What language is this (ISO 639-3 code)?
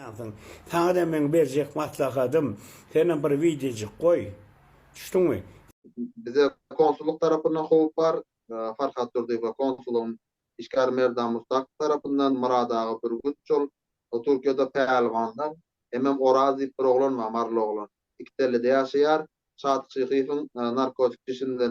tuk